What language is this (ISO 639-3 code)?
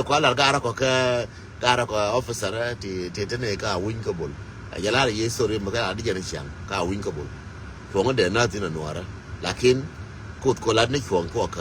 nus